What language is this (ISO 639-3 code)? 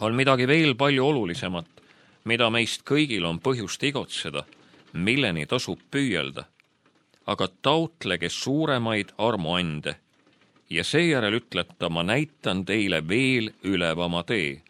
est